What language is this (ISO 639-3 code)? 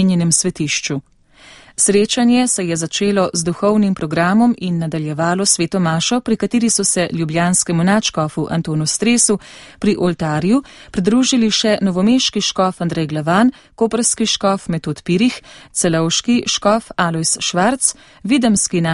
slv